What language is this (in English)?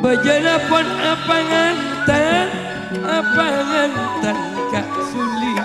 Madurese